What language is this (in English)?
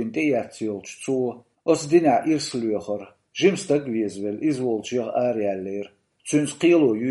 Chechen